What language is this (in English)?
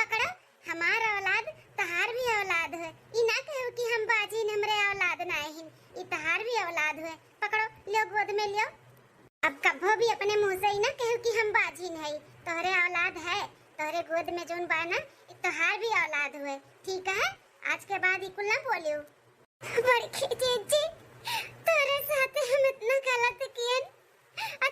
Awadhi